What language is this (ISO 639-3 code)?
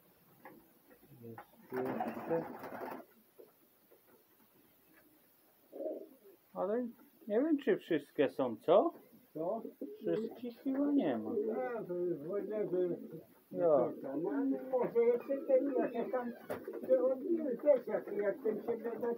pol